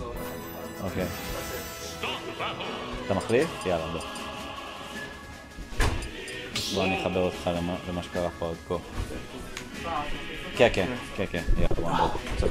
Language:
Hebrew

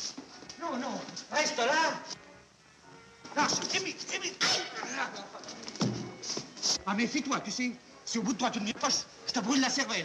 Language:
French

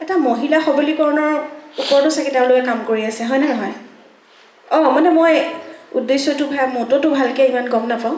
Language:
Assamese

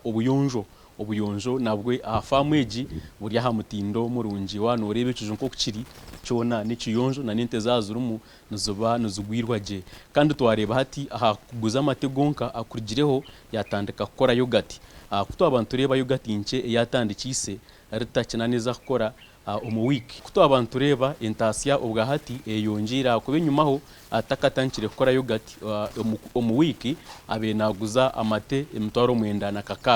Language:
Nyankole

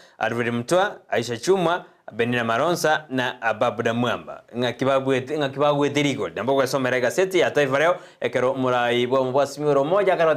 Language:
Gusii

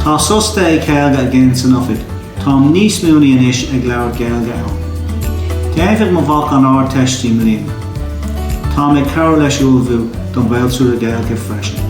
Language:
Irish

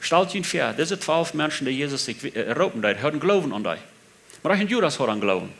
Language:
Plautdietsch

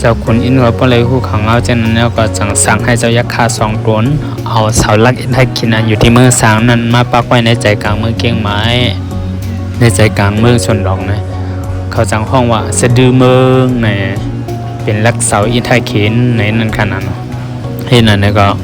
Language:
Shan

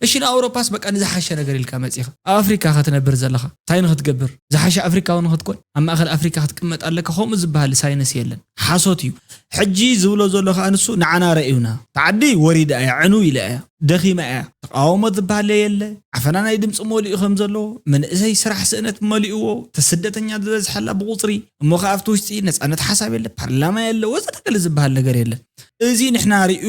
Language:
Tigrinya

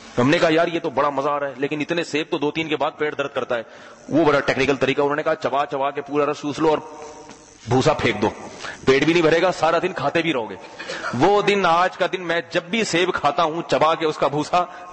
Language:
Urdu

